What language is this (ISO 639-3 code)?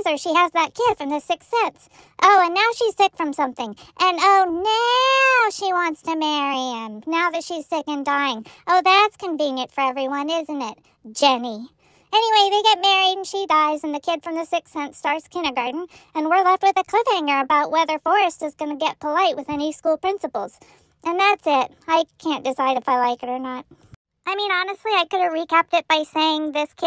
eng